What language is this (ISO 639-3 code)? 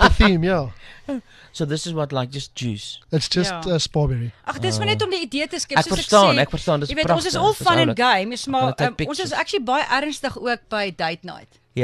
afr